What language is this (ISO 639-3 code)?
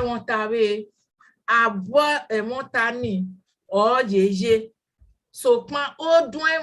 bin